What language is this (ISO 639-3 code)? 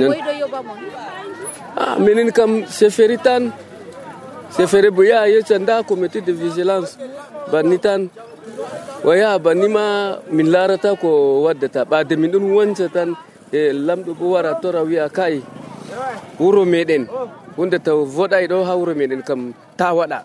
fuv